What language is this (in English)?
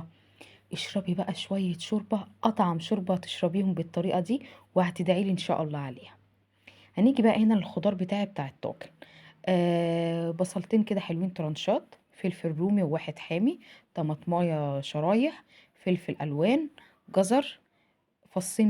Egyptian Arabic